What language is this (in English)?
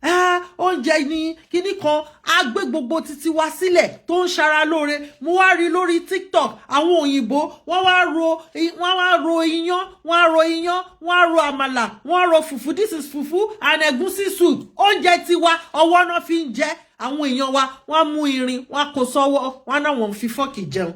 Yoruba